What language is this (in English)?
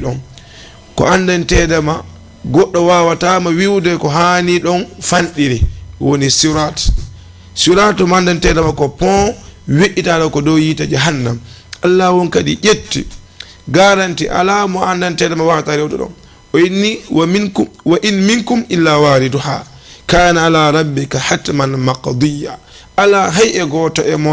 Fula